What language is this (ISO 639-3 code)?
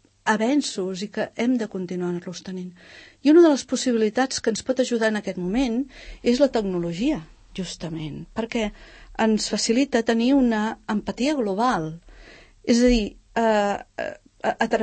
cat